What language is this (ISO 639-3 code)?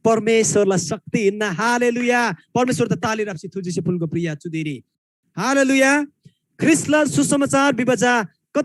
taj